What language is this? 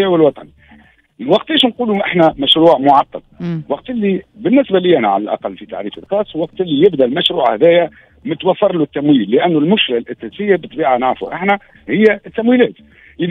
Tunisian Arabic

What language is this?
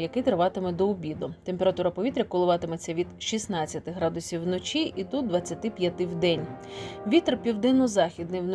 Ukrainian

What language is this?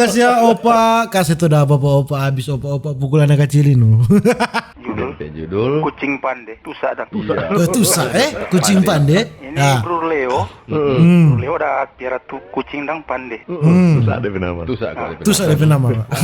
Manado Malay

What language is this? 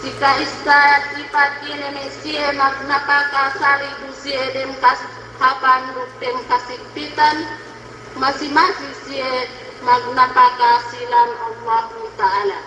Yakan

